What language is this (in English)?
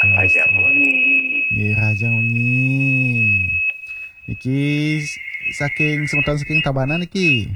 Balinese